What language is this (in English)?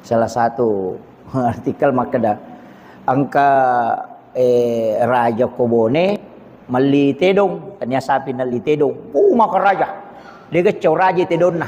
Buginese